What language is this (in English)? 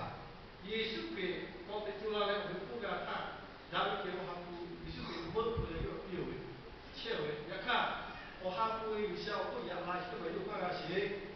Lahu